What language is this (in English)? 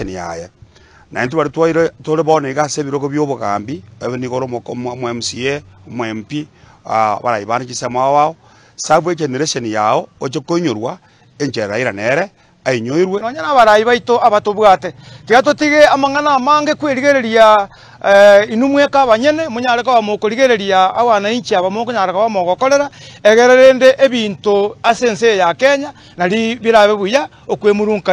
Gusii